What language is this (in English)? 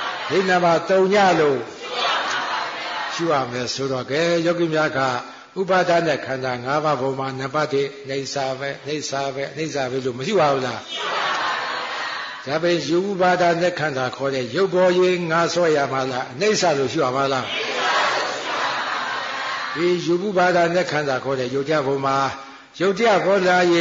Burmese